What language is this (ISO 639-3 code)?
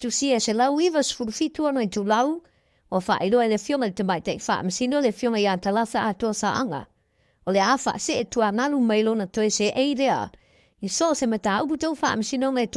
smo